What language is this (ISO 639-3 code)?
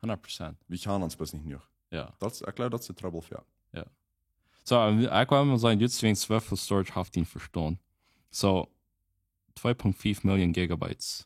pdt